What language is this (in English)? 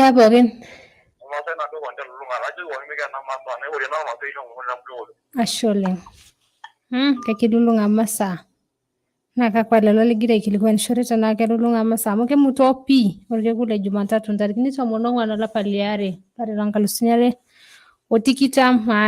Masai